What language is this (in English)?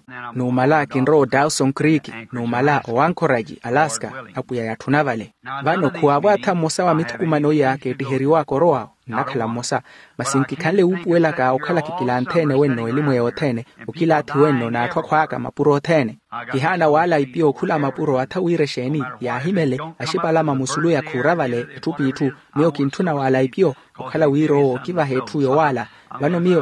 Makhuwa